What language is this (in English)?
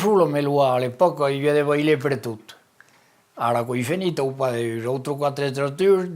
Occitan